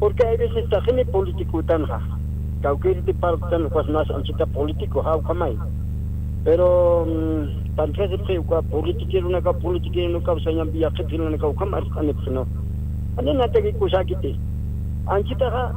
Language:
Aymara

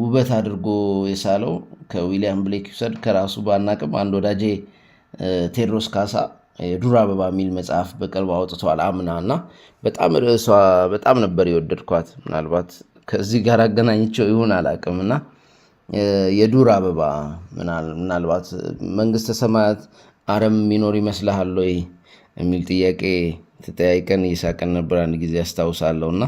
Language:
Amharic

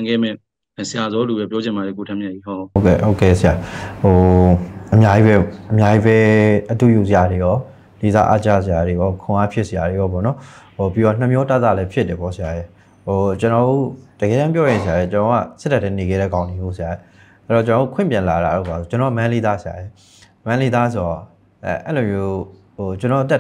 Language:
Burmese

